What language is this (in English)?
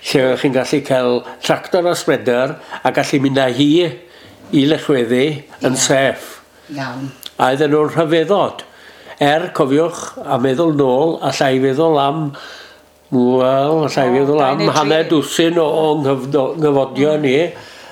Welsh